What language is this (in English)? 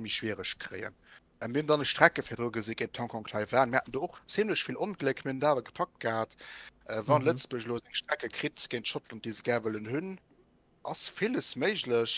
Luxembourgish